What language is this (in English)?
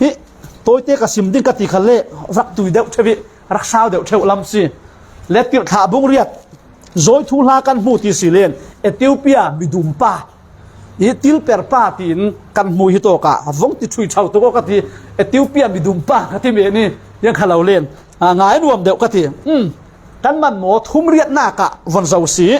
Falam Chin